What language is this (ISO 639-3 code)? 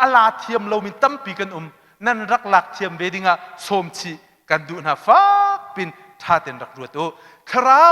cnh